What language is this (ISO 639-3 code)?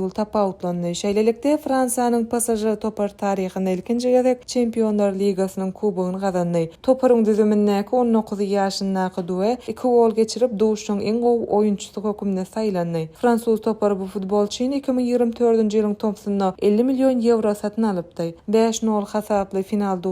tuk